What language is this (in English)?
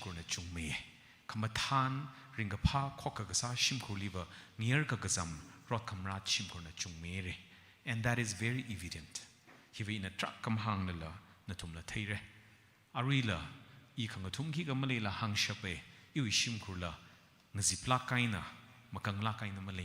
Tangkhul Naga (India)